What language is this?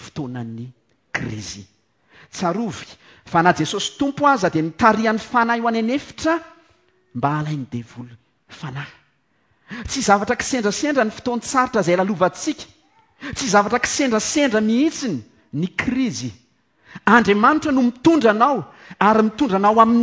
Malagasy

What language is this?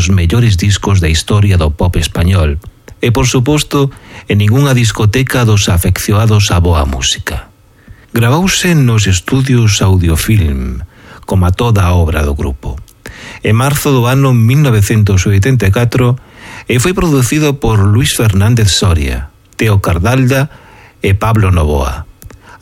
Galician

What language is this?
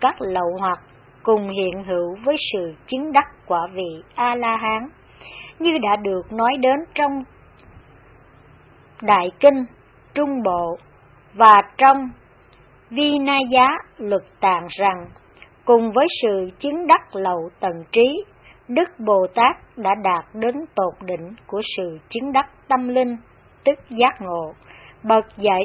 Vietnamese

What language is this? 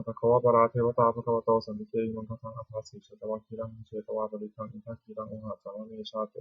Pali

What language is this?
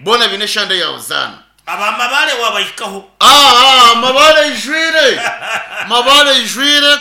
Nyankole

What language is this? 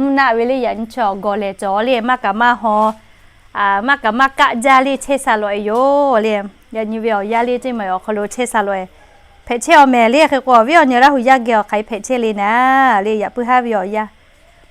Lahu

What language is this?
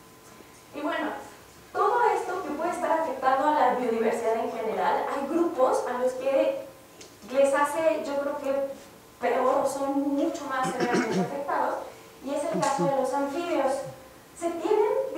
Spanish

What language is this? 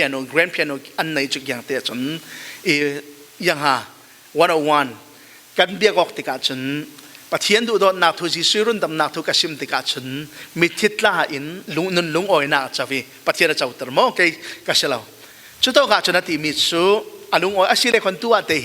Falam Chin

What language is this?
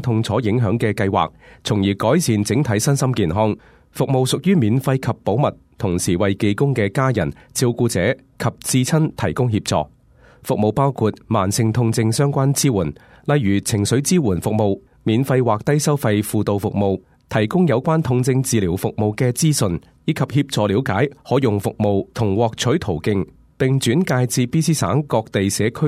Cantonese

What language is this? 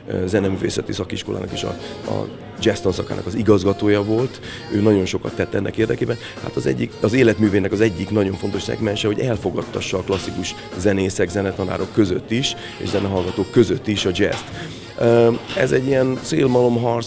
Hungarian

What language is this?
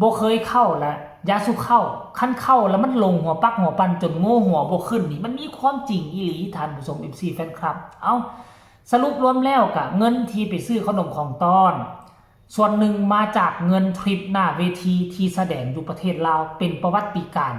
Lao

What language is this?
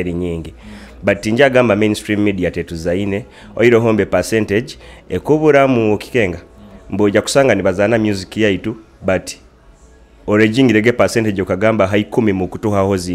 Nyoro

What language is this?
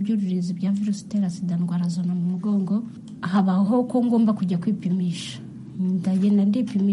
Kinyarwanda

